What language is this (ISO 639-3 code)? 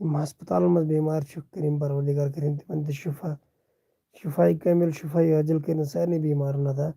kas